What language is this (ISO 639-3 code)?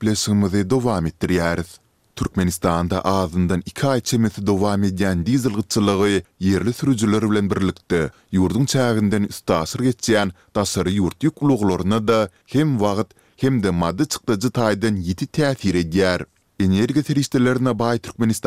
tuk